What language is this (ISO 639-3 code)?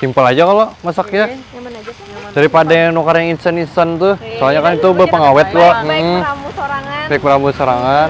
bjn